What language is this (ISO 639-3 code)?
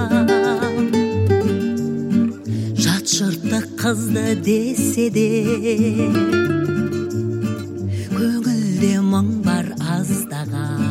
kaz